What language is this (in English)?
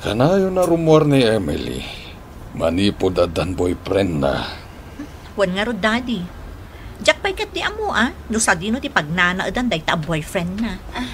Iloko